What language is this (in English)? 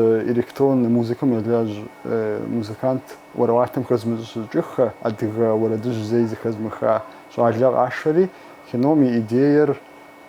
Kabardian